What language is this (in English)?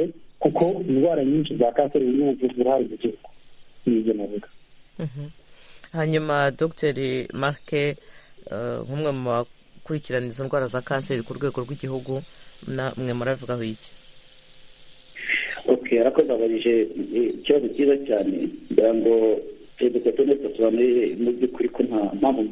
Kinyarwanda